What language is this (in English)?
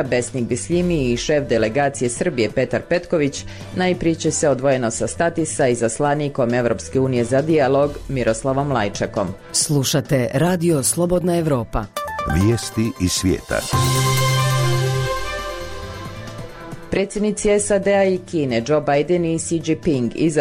Bosnian